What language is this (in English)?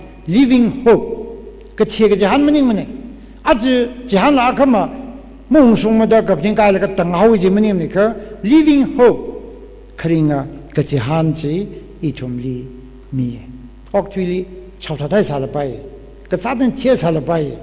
Tangkhul Naga (India)